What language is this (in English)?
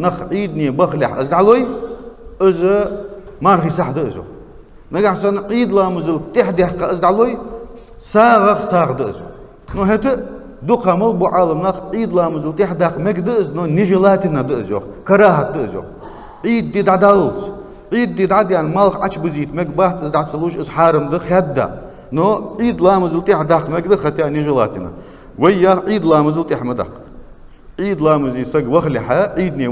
Ingush